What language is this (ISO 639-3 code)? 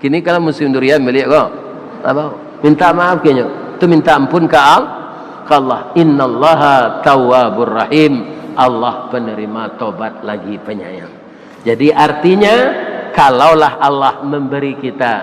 min